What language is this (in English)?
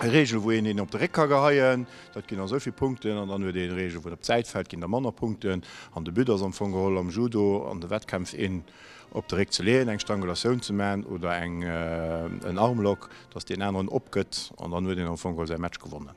Luxembourgish